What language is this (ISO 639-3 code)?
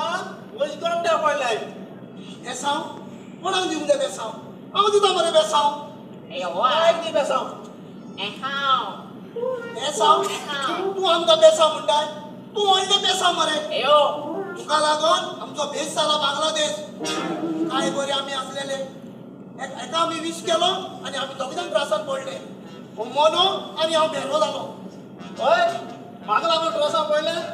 kok